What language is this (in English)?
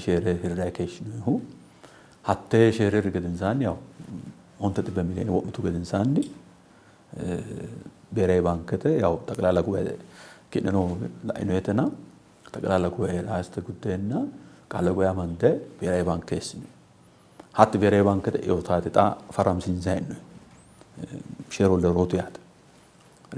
Sidamo